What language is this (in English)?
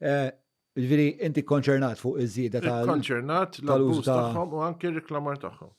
Maltese